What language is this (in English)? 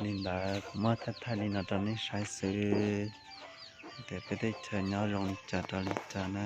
Hmong